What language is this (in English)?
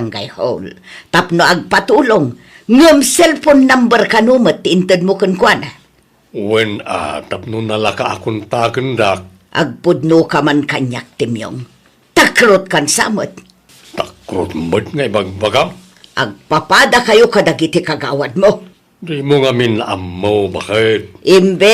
Iloko